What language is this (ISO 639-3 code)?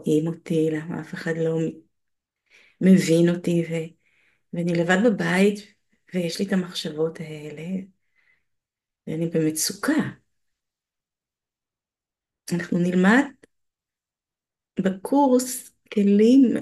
heb